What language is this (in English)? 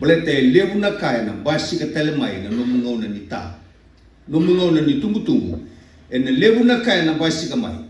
Fijian